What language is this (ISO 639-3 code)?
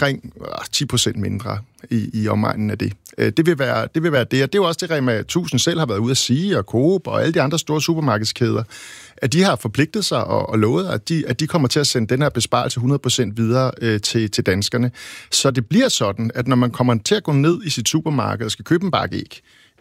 dan